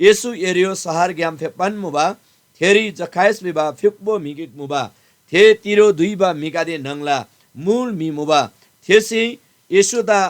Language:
Eastern Tamang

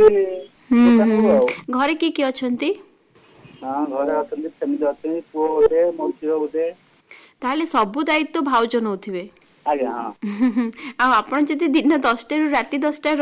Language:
Odia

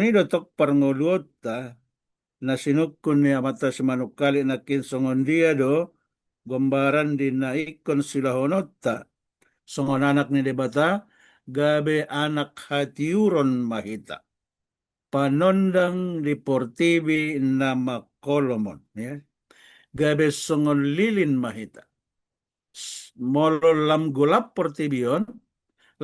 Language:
Batak Toba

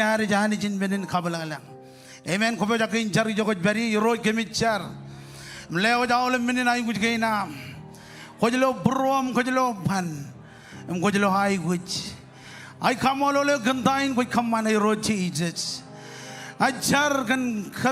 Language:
Marshallese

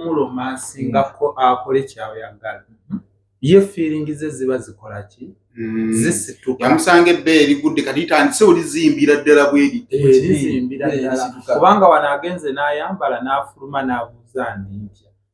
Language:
Ganda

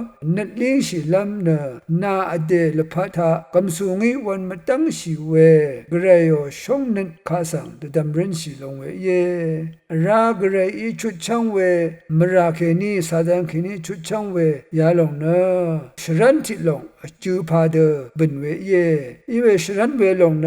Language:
Rawang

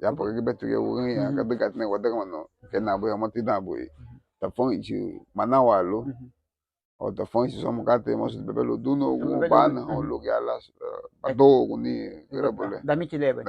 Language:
Garifuna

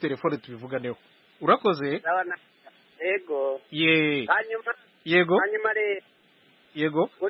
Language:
Kinyarwanda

